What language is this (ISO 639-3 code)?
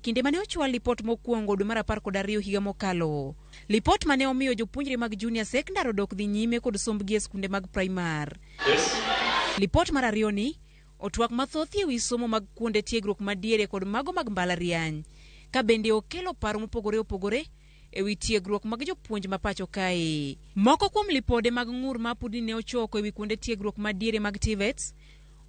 luo